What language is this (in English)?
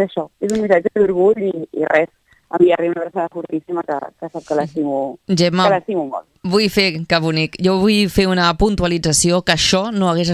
Catalan